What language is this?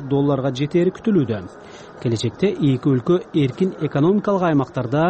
Kyrgyz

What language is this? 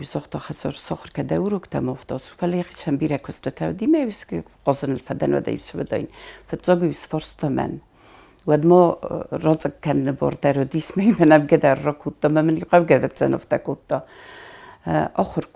Ossetic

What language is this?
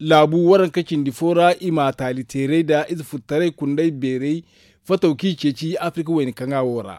Zarma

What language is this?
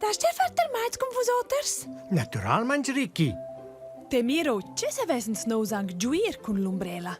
Romansh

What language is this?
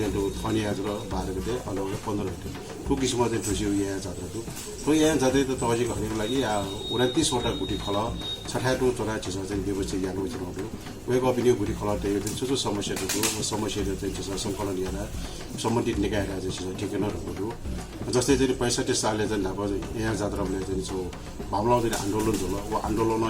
Newari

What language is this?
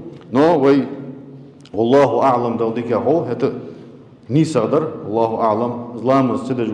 Ingush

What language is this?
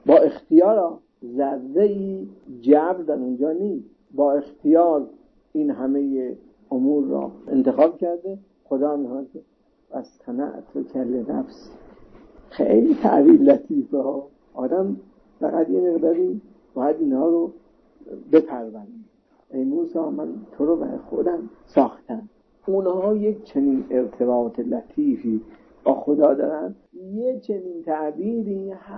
Persian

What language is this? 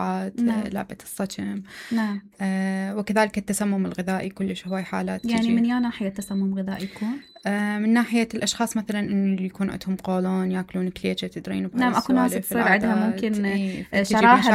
Mesopotamian Arabic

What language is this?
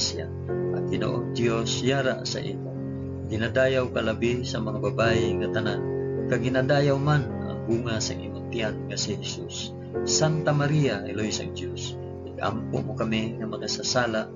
Hiligaynon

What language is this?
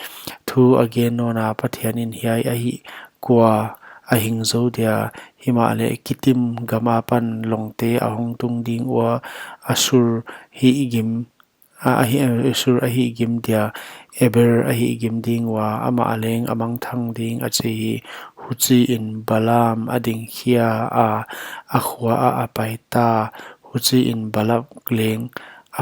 Paite Chin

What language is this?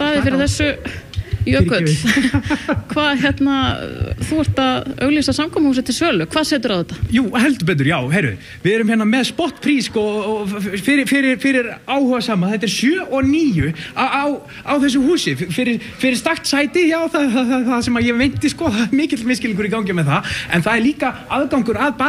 Icelandic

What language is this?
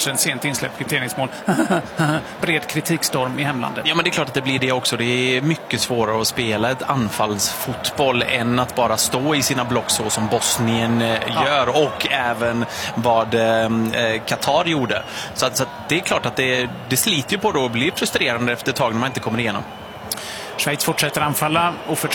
Swedish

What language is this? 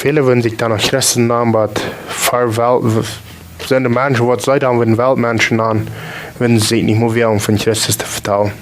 Plautdietsch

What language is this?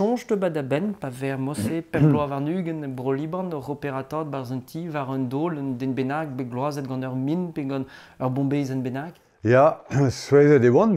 Breton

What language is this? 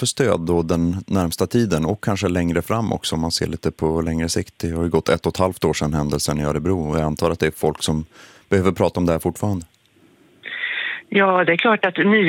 Swedish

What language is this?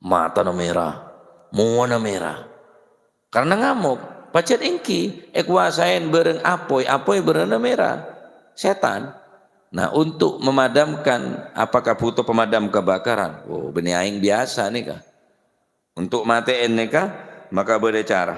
Madurese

